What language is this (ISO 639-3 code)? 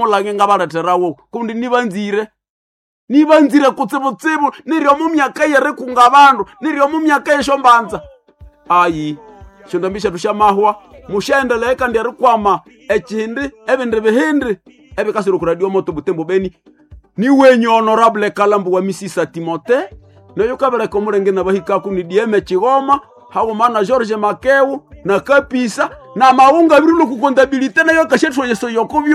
nnb